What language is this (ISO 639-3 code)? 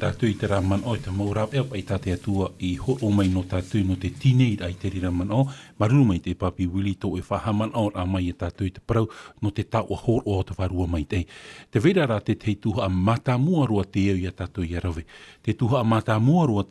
tah